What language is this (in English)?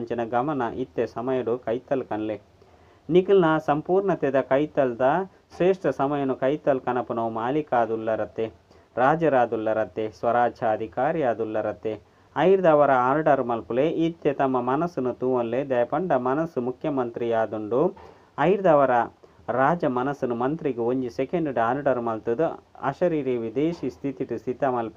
Tulu